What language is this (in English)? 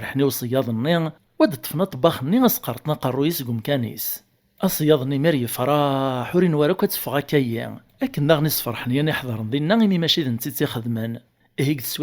Kabyle